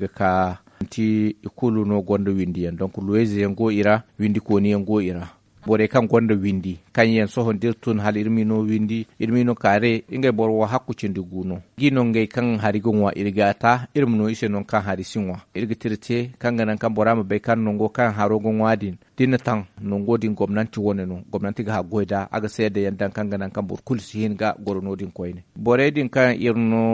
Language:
Zarma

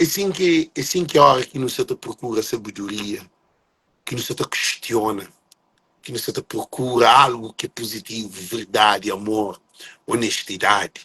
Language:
Kabuverdianu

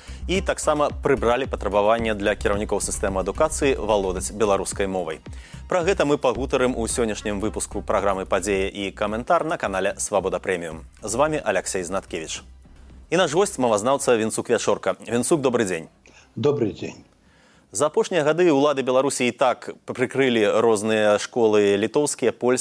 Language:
Belarusian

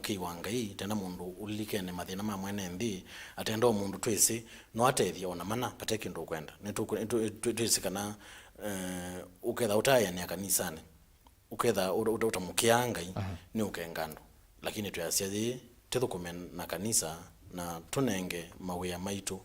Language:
Kamba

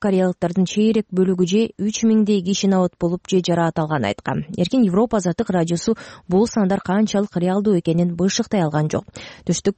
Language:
Kyrgyz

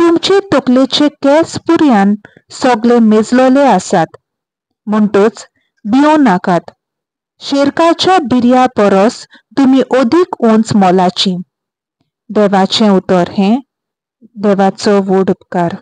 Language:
Konkani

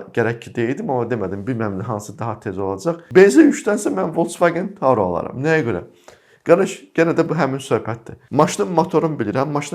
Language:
Azerbaijani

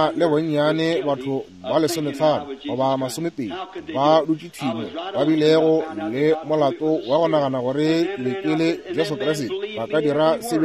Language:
Northern Sotho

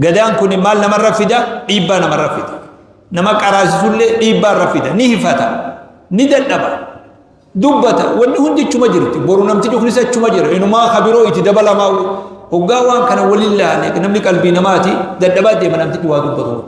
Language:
Oromo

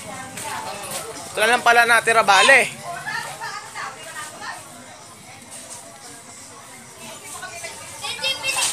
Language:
Filipino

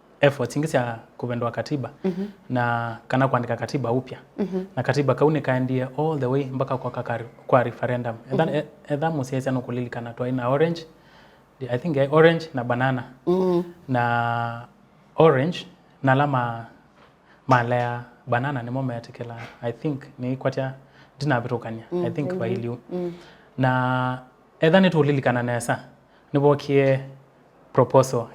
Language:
Kamba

